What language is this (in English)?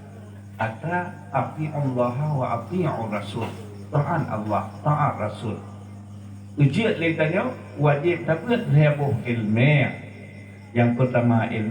Achinese